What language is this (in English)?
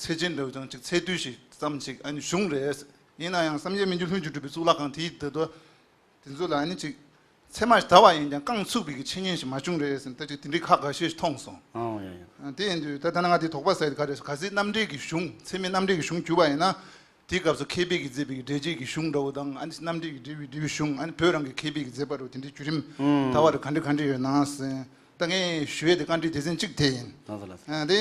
Tibetan